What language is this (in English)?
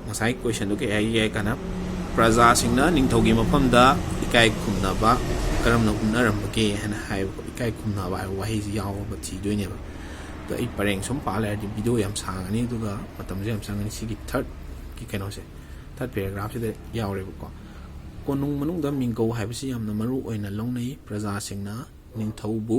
Manipuri